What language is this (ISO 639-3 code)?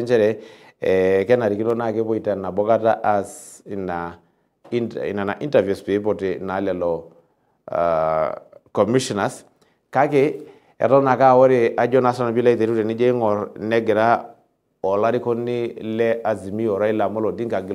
mas